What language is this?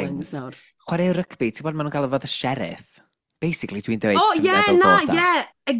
Welsh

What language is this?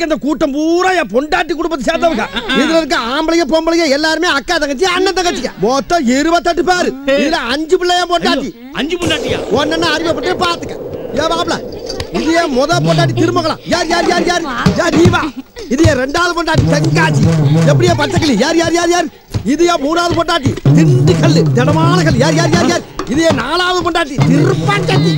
Tamil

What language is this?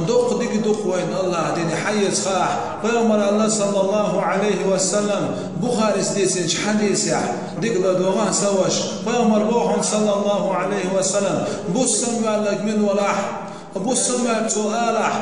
Chechen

